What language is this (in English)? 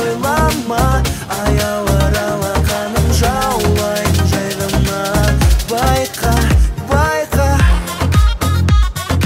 Kazakh